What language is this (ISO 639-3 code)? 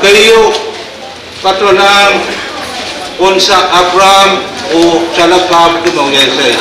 pon